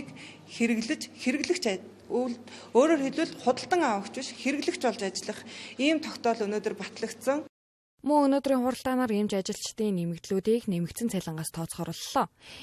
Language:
Mongolian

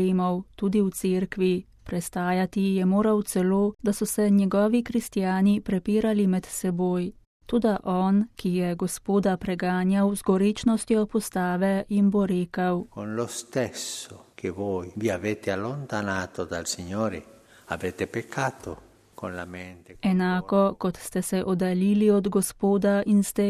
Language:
Slovenian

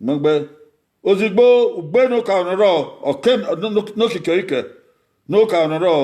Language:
Bini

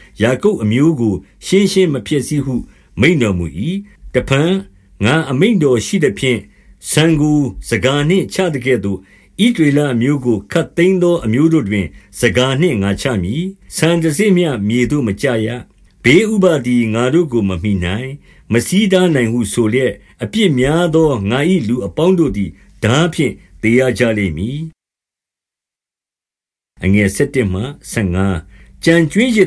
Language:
Burmese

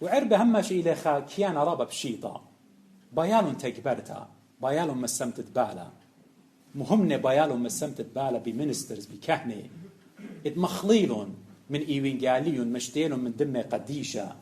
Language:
Assyrian Neo-Aramaic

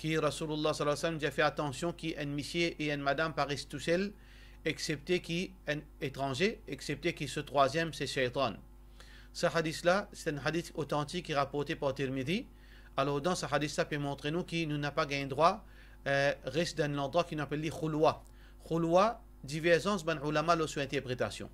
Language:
Morisyen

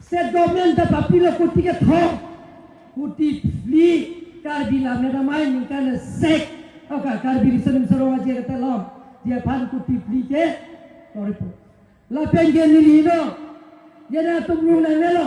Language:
Karbi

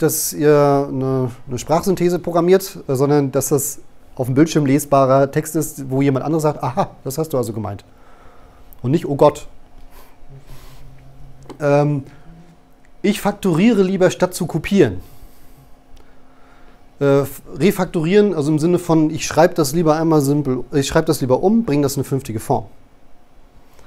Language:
German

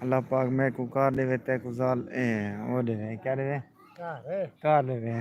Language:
Saraiki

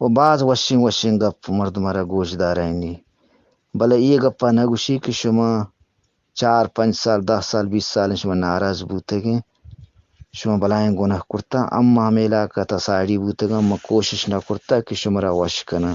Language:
Eastern Balochi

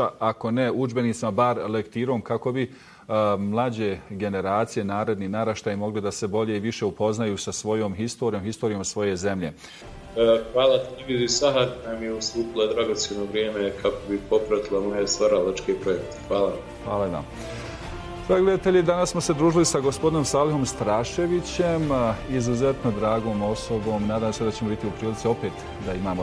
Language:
Bosnian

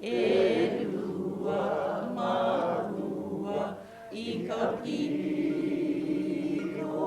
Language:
Hawaiian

